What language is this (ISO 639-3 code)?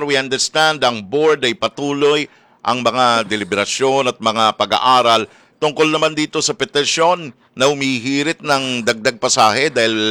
fil